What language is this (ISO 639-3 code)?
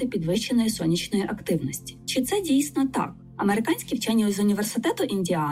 ukr